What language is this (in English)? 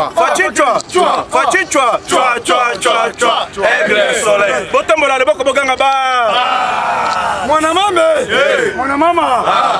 Lingala